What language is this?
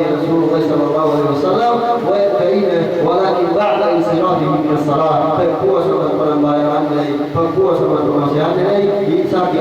Yakan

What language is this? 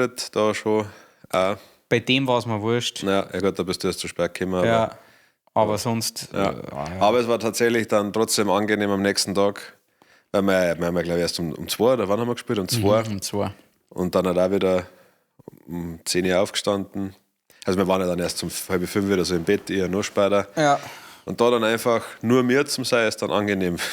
Bavarian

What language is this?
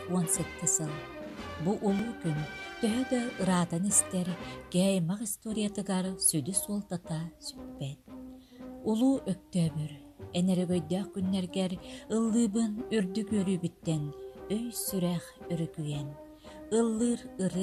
Yakut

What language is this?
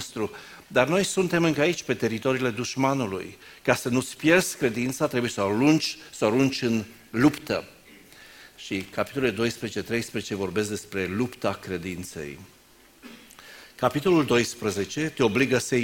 Romanian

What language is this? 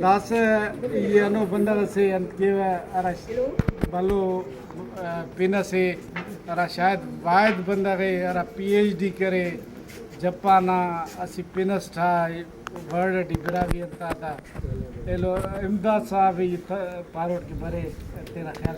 Brahui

